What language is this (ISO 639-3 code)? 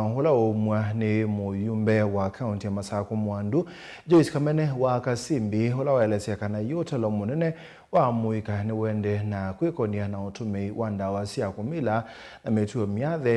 kam